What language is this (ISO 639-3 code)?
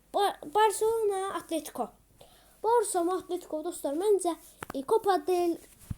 aze